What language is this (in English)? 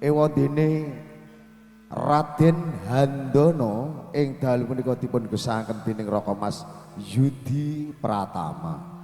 Javanese